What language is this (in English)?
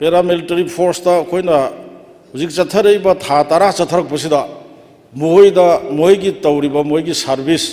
Manipuri